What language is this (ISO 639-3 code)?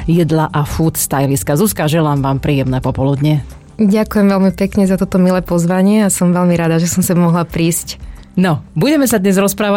slk